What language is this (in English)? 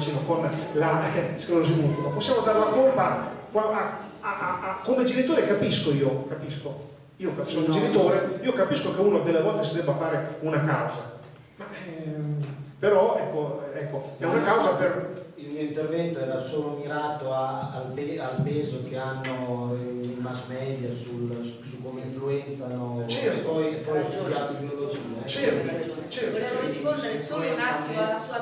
Italian